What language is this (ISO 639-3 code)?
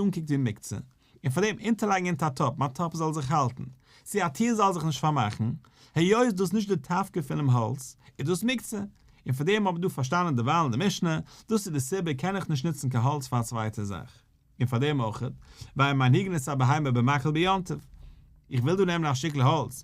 yid